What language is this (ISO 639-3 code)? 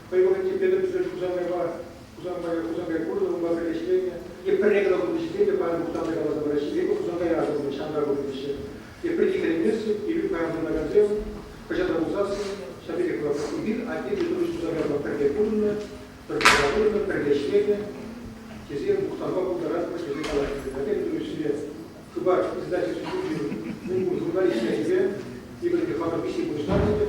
chv